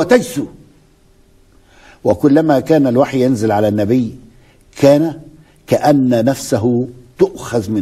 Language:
Egyptian Arabic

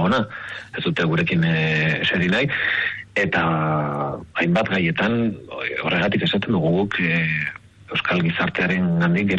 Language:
Basque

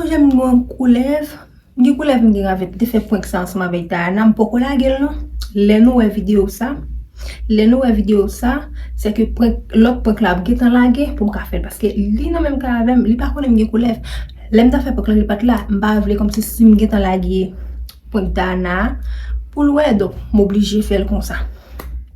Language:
Haitian Creole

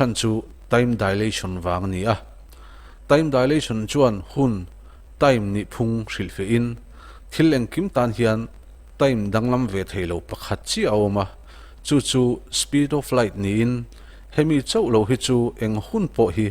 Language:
Mizo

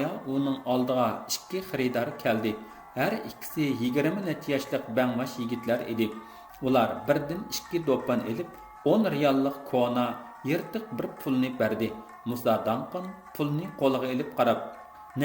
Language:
Uyghur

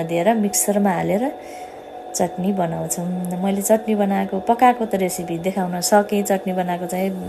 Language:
Nepali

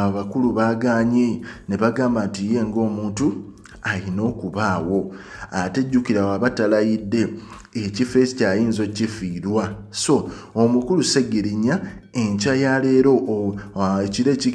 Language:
Ganda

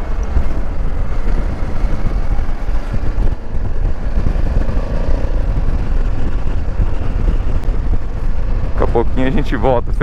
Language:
Portuguese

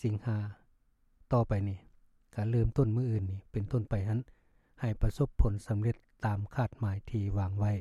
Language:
Lao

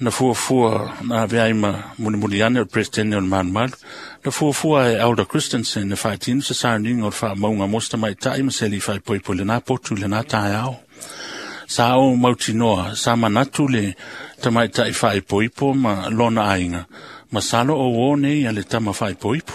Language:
Samoan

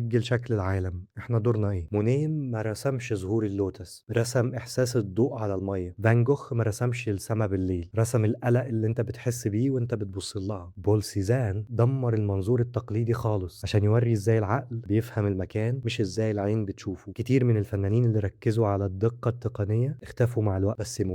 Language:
Egyptian Arabic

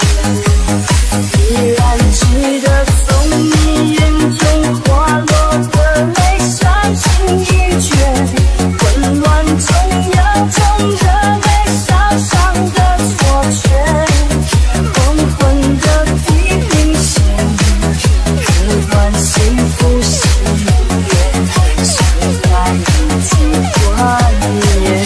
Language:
Chinese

